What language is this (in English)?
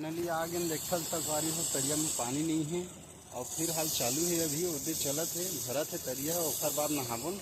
Chhattisgarhi